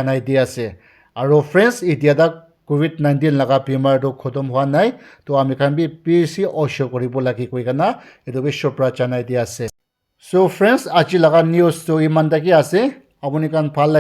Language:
Naga Pidgin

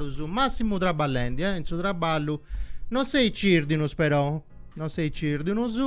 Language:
Sardinian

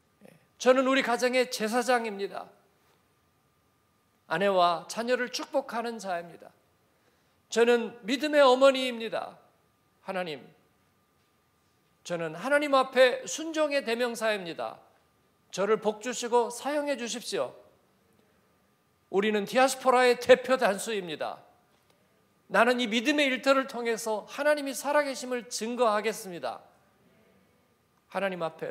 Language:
Korean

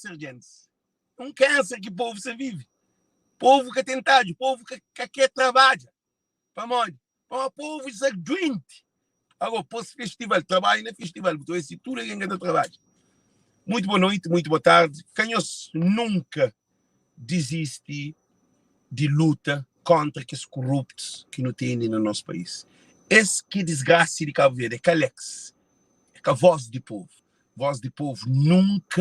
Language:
Kabuverdianu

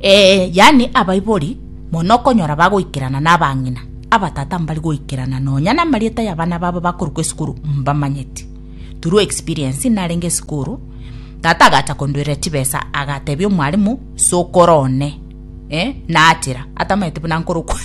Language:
Gusii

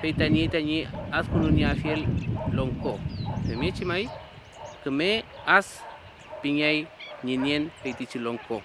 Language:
Mapuche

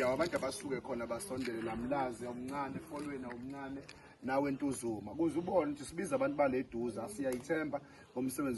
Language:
Zulu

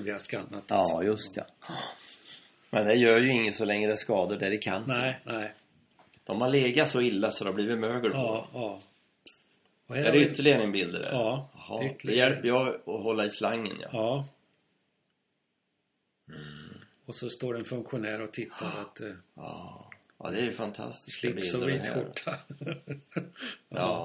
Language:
Swedish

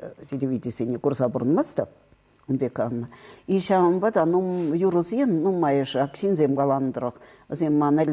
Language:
Chuvash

